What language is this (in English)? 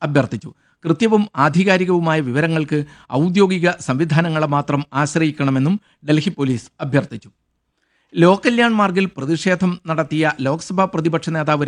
Malayalam